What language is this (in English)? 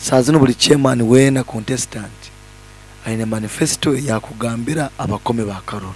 Nyankole